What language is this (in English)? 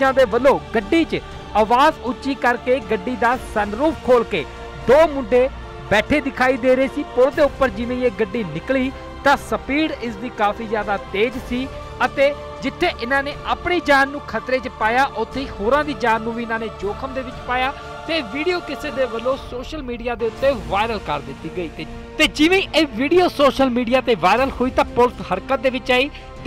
Punjabi